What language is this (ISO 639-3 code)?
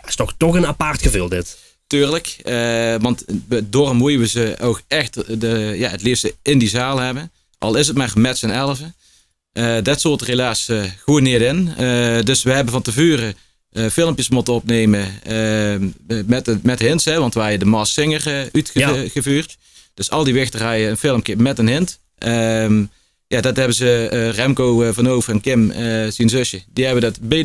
lim